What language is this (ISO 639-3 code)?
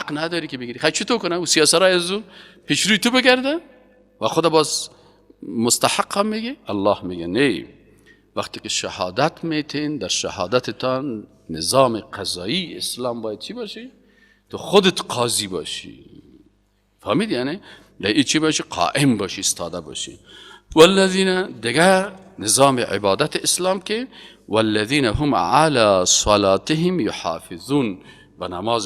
fas